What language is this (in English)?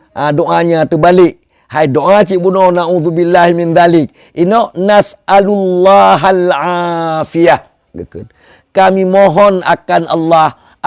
Achinese